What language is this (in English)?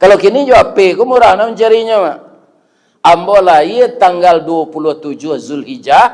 Minangkabau